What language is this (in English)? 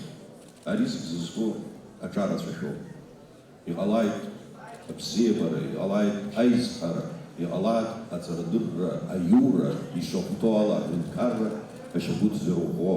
Abkhazian